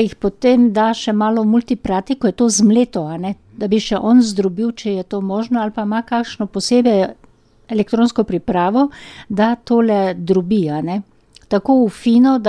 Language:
Slovenian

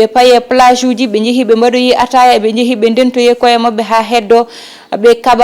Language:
Fula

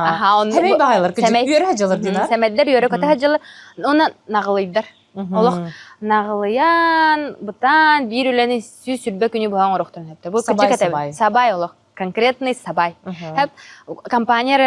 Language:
Yakut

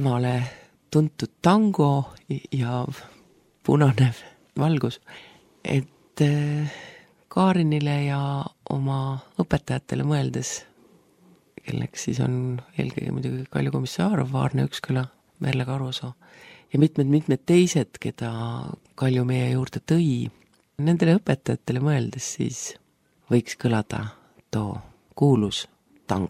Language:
Estonian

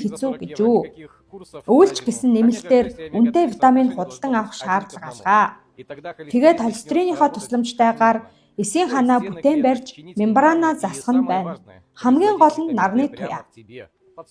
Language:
Mongolian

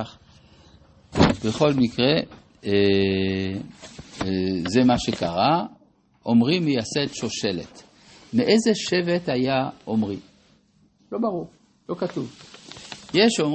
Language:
Hebrew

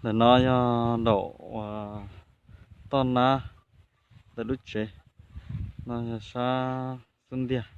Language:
Hmong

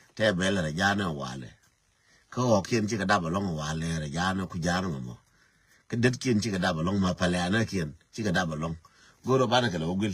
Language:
Nuer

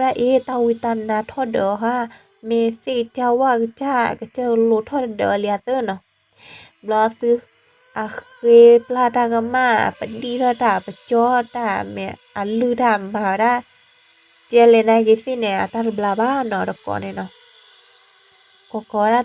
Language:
S'gaw Karen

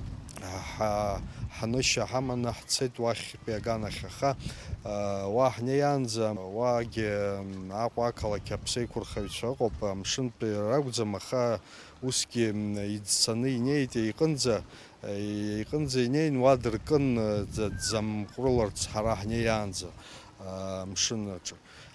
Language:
Abkhazian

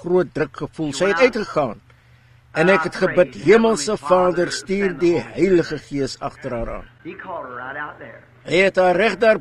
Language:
Afrikaans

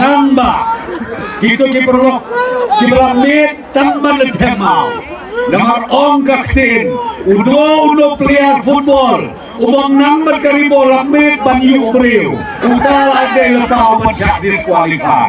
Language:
Khasi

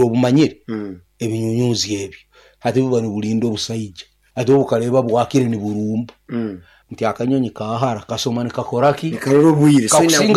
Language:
Nyankole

